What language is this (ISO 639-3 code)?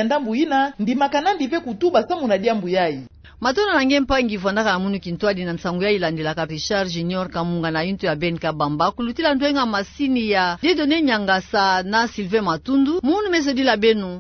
ktu